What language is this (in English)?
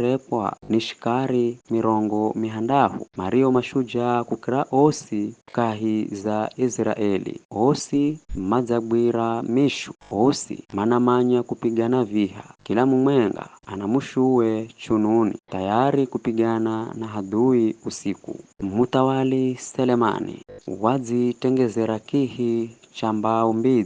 Giryama